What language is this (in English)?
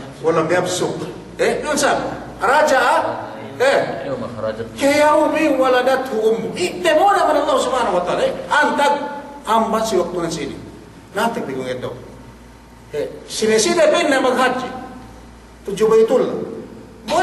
Yakan